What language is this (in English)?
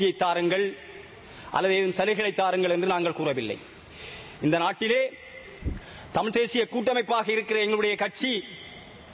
Tamil